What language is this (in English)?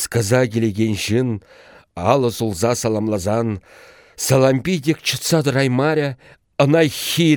Chuvash